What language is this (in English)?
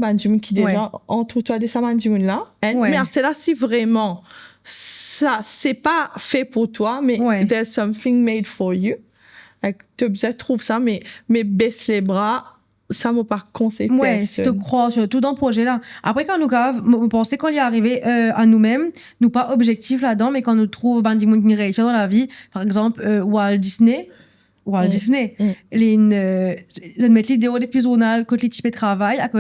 Morisyen